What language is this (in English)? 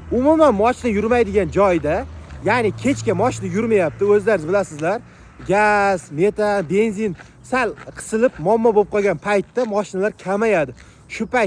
Uzbek